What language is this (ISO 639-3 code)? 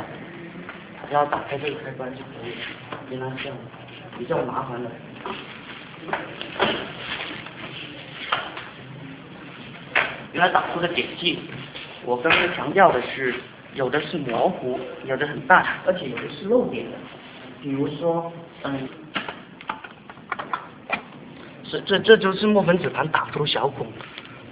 zho